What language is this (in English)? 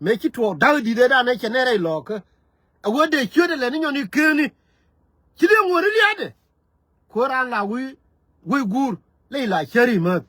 Nuer